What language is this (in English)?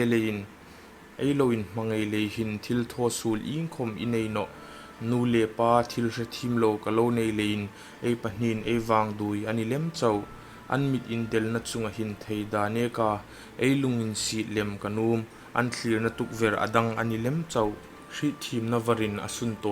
Hmar